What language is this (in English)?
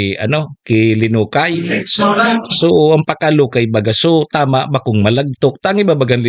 Bikol